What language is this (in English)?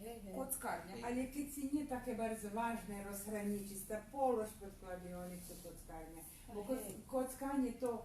Rusyn